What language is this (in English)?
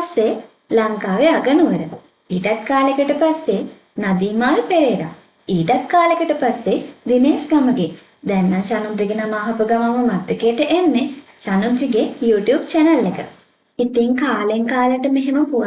Sinhala